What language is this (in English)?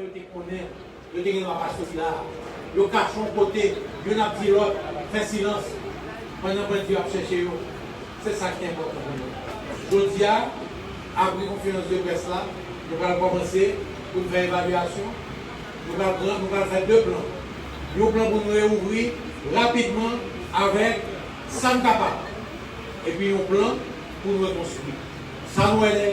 Haitian Creole